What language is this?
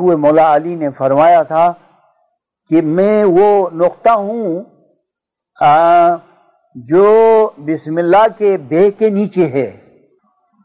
Urdu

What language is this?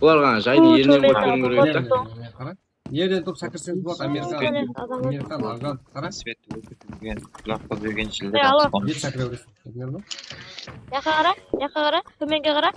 Kara-Kalpak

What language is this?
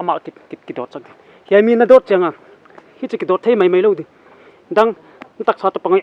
Paite Chin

